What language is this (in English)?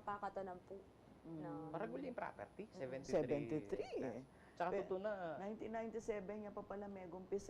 Pampanga